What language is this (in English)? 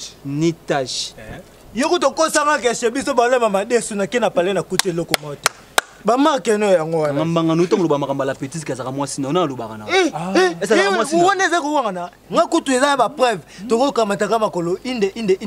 Lingala